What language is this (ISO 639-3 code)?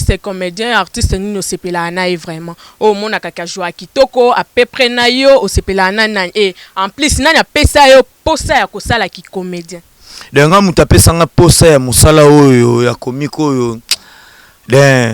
lin